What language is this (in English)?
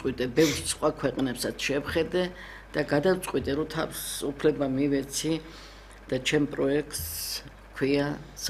Georgian